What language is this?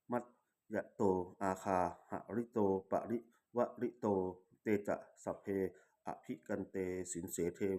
Pali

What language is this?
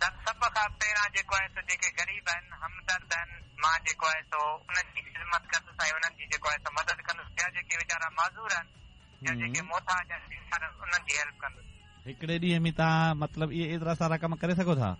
Sindhi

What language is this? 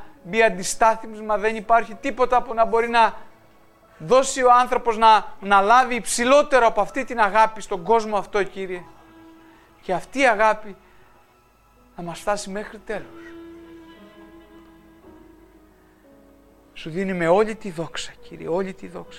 Greek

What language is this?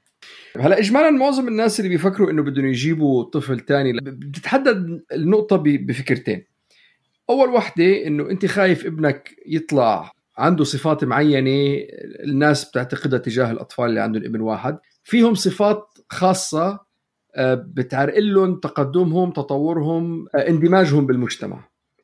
North Levantine Arabic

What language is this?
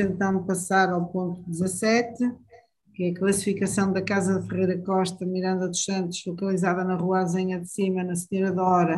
Portuguese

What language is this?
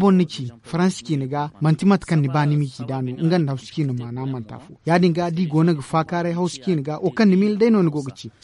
Zarma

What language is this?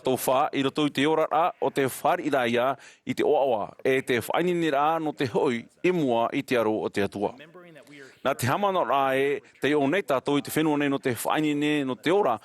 Tahitian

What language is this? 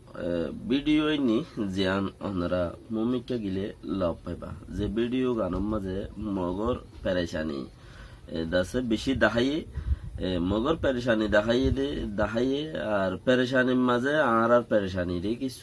Rohingya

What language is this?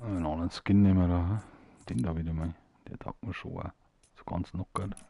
Bavarian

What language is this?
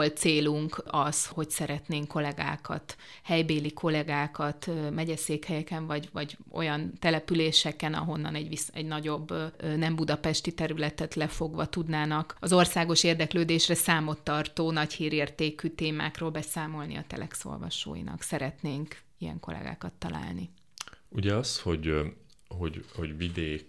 Hungarian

